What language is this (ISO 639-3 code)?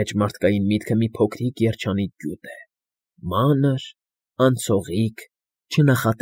hye